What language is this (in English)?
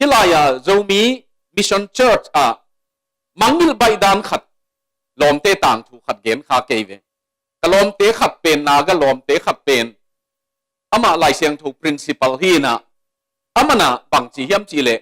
Tedim Chin